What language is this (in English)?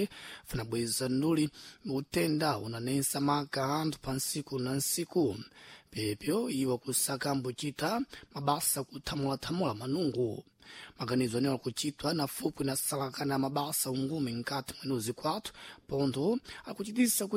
Sena